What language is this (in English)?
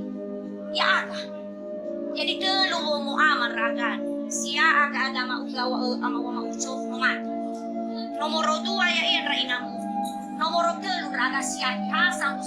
Nias